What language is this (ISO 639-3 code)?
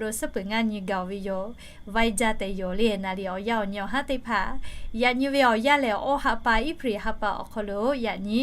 lhu